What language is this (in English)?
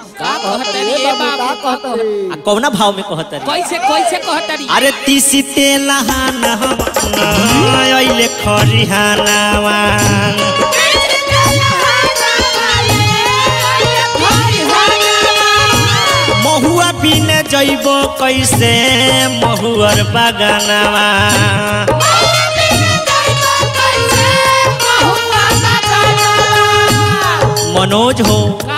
Bhojpuri